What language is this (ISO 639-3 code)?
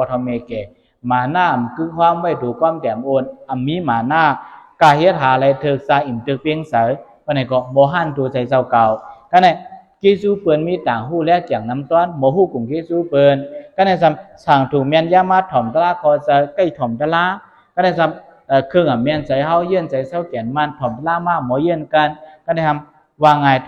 shn